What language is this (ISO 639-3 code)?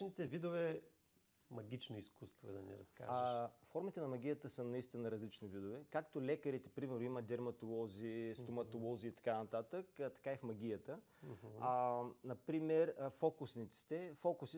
bul